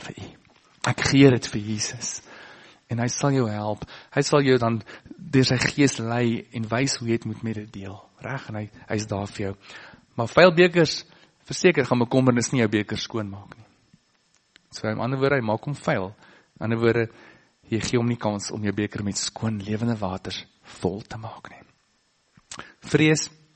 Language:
Afrikaans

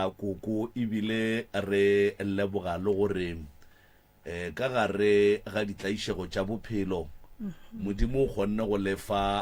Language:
Northern Sotho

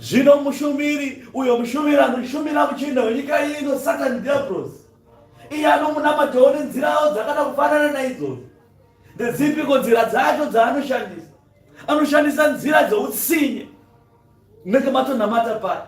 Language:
Shona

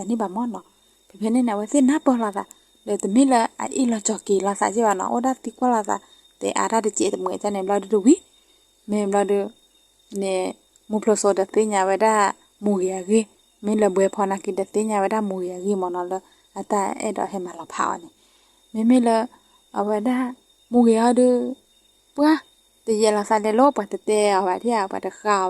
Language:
S'gaw Karen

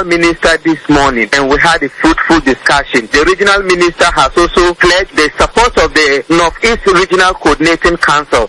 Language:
Akan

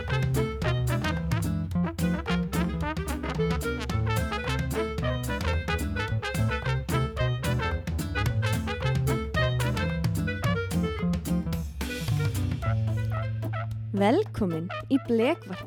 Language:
Icelandic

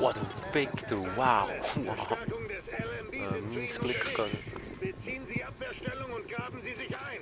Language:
Swiss German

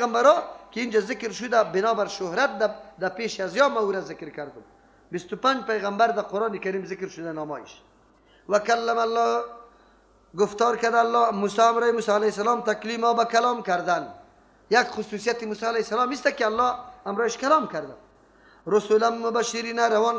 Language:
Persian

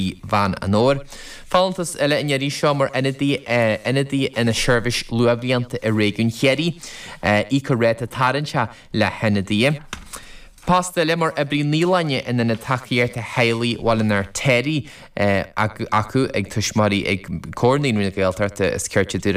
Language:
Irish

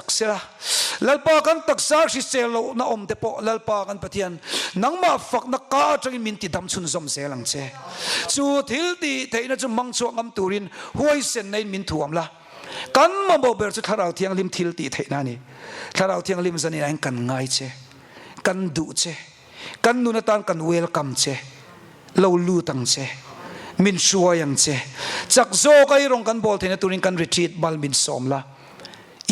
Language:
Mizo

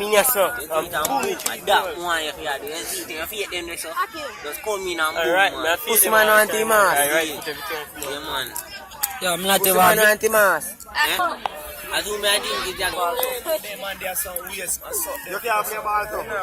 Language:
Jamaican Creole English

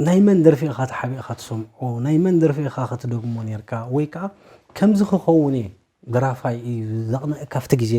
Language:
Tigrinya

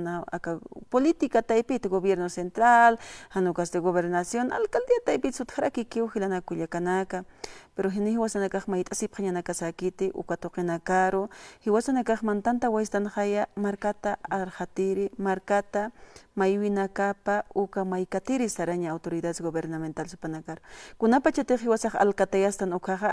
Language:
Aymara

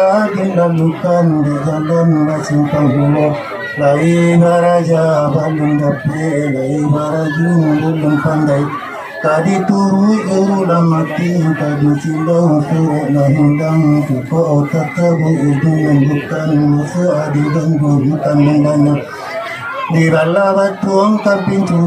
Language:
Minangkabau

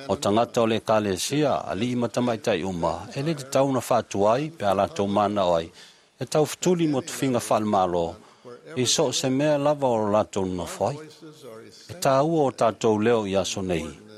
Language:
Samoan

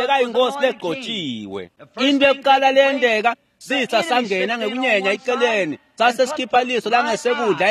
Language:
Swati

